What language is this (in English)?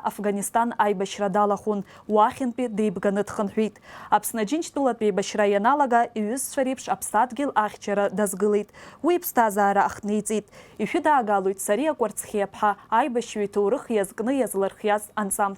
Abkhazian